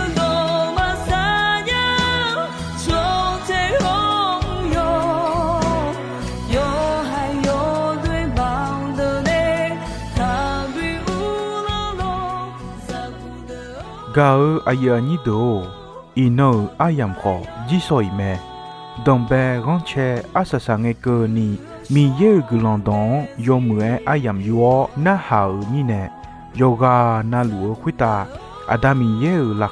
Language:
Akha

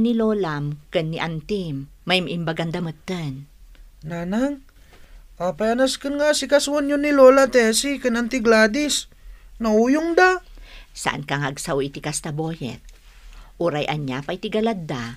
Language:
Iloko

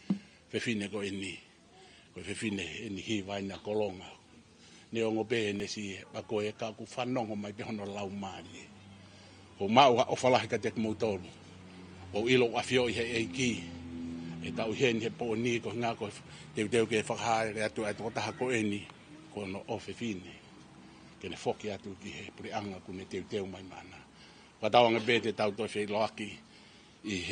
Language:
Tongan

